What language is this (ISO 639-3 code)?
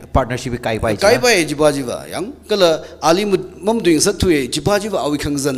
nmf